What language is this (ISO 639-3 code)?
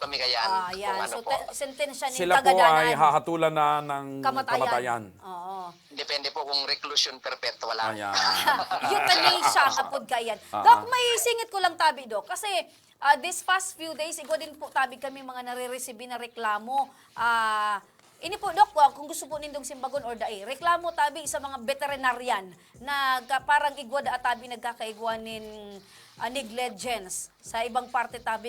bik